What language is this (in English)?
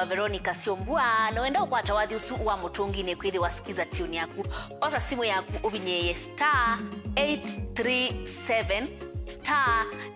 Kamba